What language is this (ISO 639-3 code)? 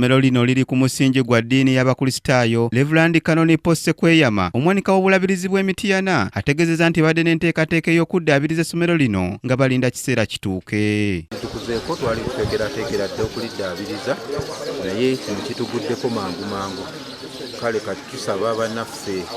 lug